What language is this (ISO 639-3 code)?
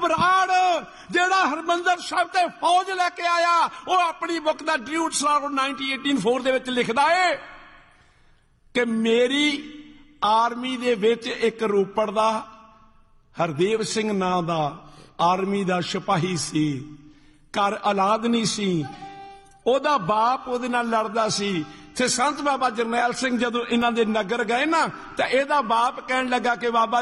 pan